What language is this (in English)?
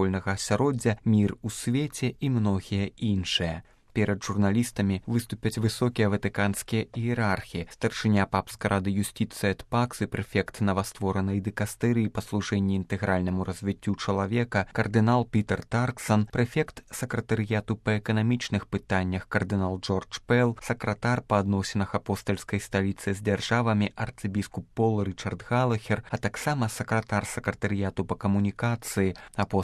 Belarusian